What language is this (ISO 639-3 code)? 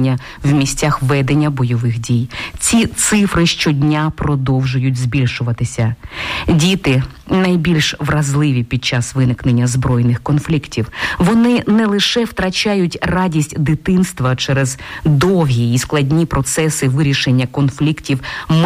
ukr